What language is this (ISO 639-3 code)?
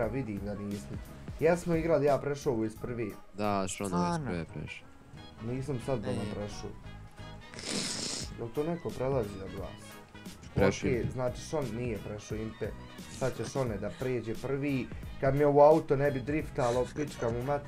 bos